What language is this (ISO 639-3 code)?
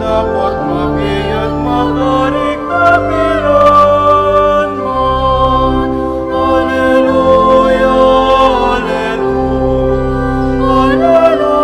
pam